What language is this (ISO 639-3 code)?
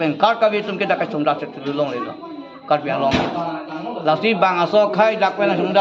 mjw